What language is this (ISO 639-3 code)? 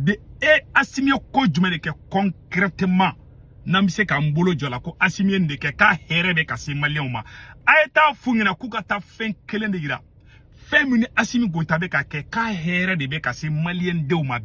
bam